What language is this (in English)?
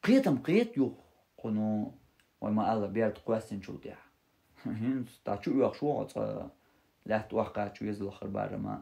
Chechen